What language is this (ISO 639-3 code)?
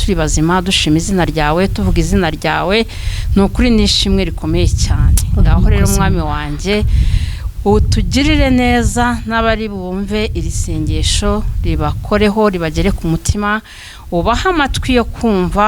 kin